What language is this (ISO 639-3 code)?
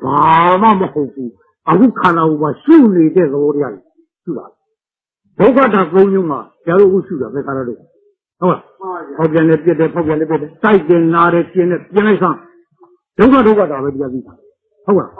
mya